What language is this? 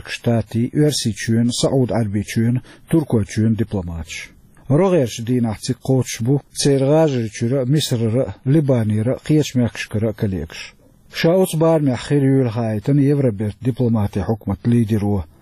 Chechen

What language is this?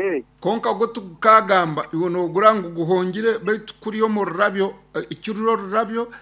Nyoro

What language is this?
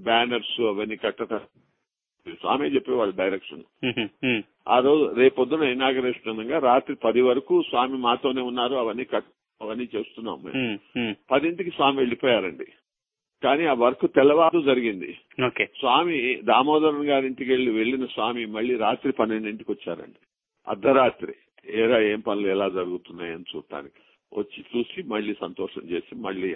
Telugu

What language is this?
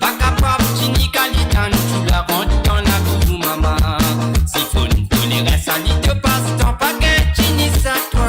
Morisyen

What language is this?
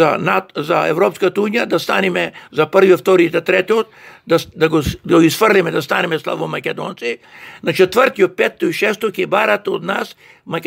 Macedonian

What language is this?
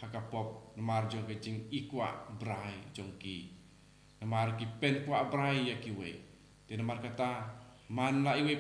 Khasi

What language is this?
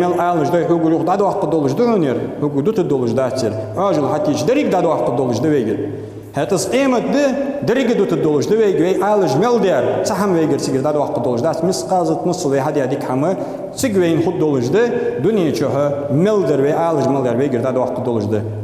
Ingush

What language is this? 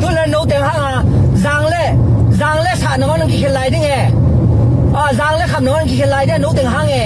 Tedim Chin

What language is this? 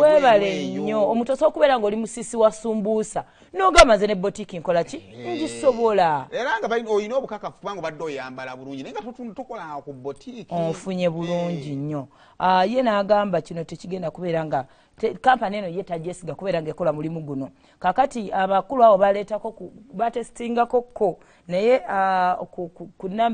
Ganda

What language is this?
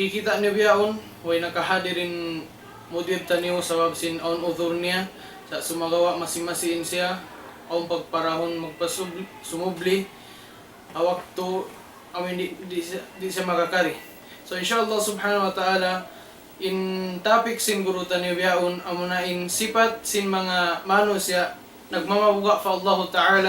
Tausug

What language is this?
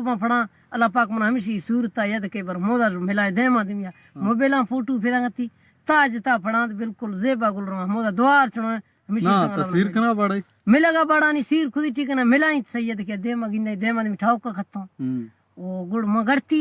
Baluchi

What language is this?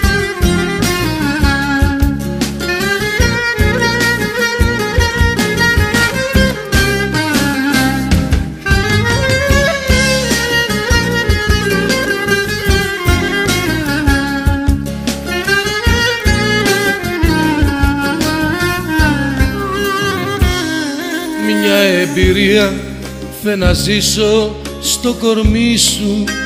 Greek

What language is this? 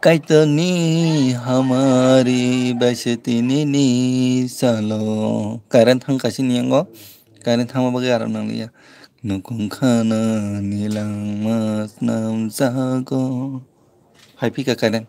Kok Borok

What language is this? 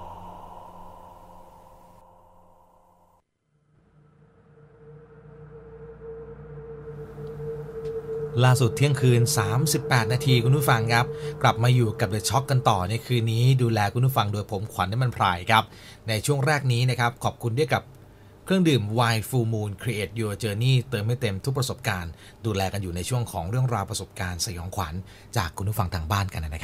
Thai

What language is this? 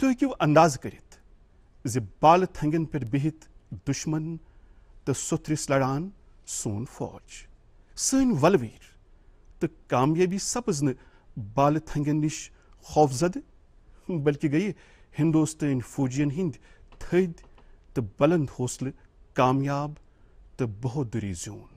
Kashmiri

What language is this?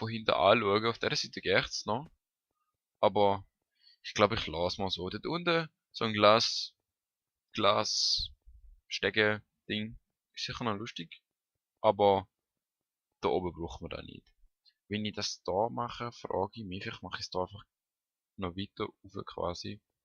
Swiss German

